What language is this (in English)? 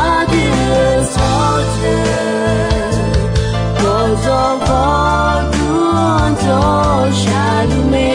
Akha